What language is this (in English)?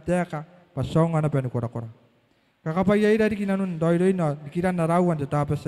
Gilbertese